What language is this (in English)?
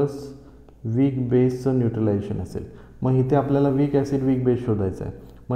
Marathi